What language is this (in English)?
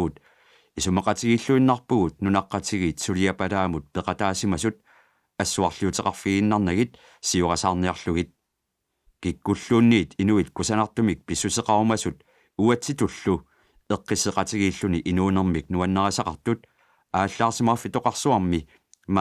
Kalaallisut